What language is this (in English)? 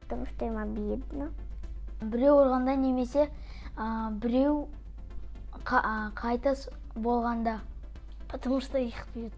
Kazakh